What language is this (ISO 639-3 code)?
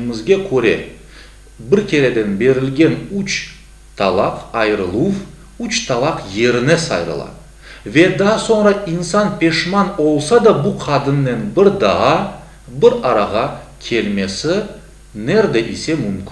crh